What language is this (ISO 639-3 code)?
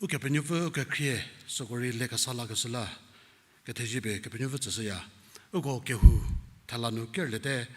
njm